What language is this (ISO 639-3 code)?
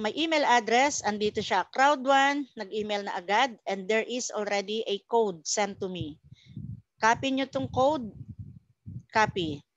fil